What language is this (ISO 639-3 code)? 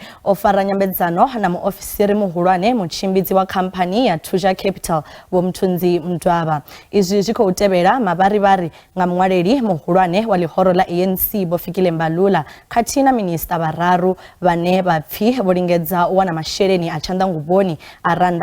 ven